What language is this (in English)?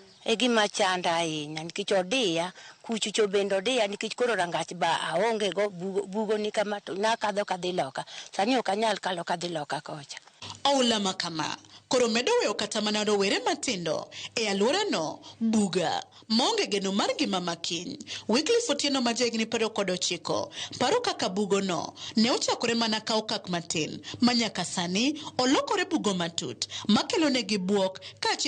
Luo (Kenya and Tanzania)